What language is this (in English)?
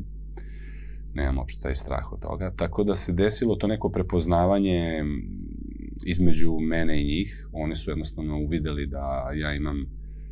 Serbian